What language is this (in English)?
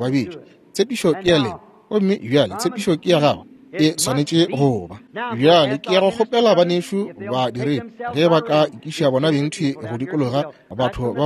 Northern Sotho